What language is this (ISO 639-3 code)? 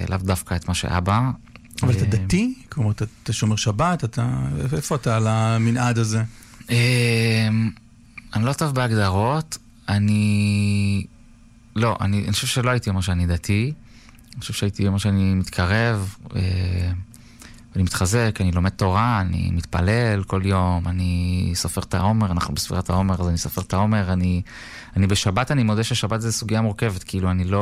heb